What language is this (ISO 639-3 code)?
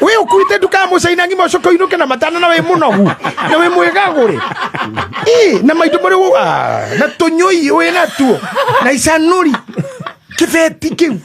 kik